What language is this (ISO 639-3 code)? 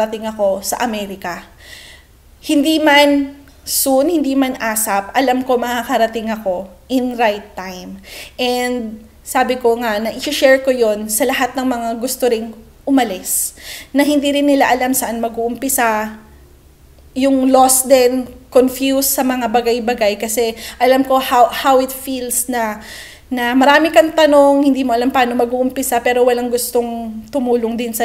fil